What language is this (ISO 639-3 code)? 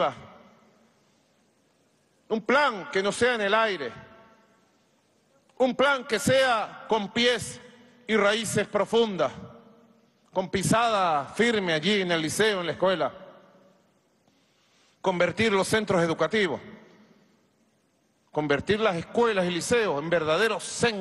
spa